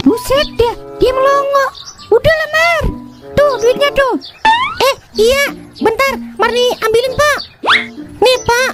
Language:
Betawi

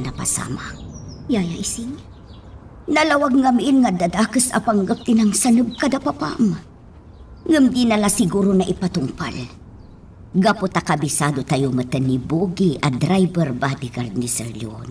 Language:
Iloko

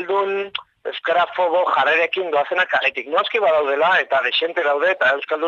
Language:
Basque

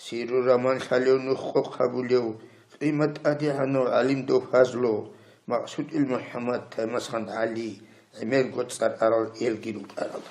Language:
Avaric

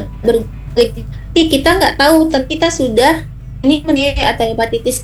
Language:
Indonesian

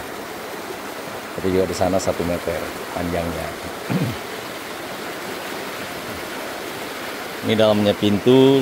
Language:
Indonesian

